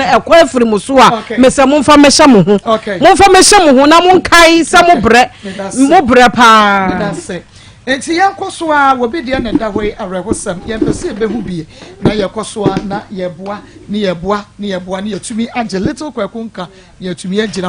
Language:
Akan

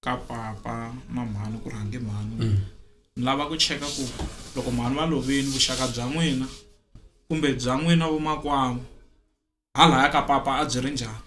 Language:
Tsonga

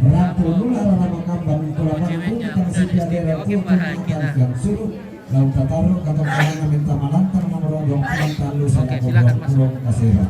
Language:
Toraja-Sa'dan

